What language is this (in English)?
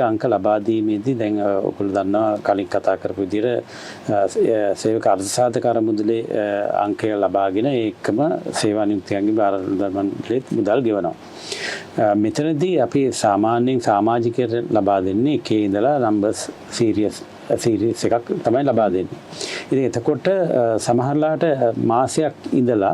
Sinhala